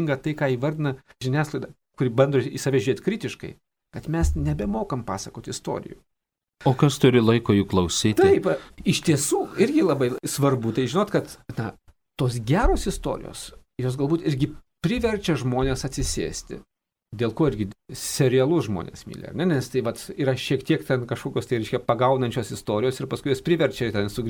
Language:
Lithuanian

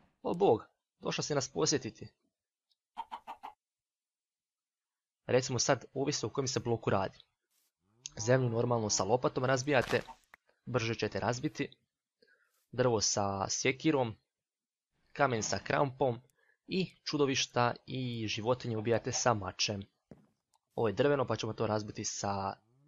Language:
Croatian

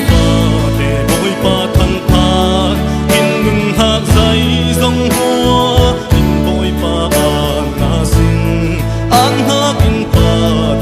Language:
Falam Chin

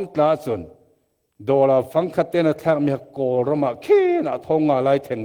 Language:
Falam Chin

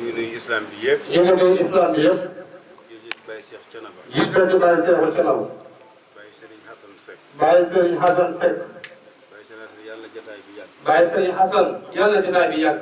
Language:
Wolof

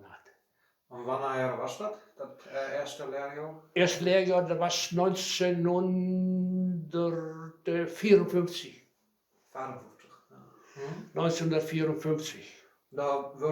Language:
Westphalien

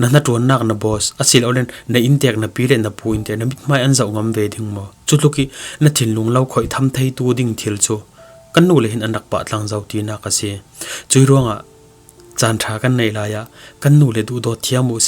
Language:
Falam Chin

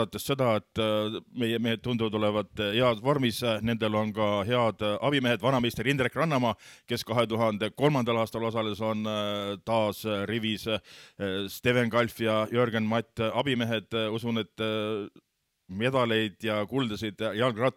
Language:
Estonian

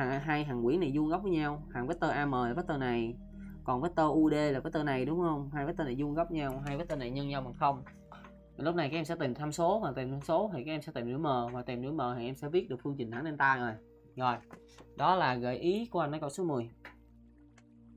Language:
Vietnamese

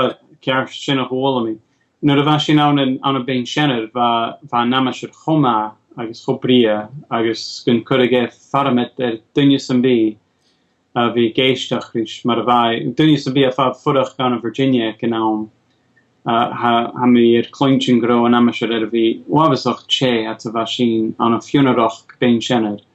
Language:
Scottish Gaelic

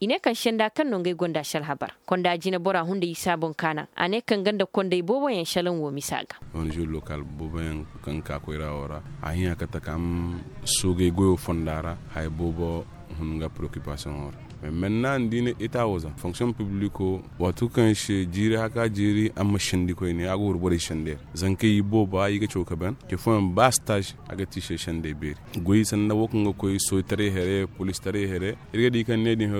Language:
Koyraboro Senni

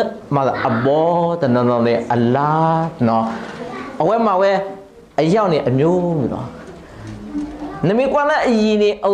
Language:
S'gaw Karen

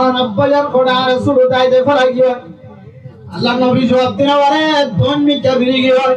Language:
Rohingya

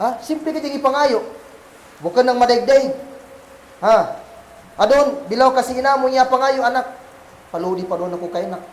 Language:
Kagan Kalagan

